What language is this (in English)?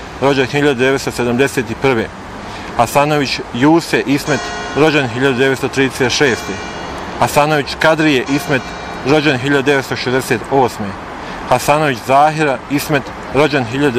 Bosnian